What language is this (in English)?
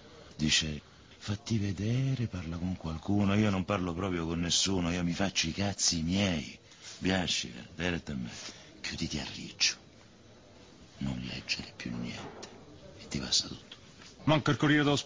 Italian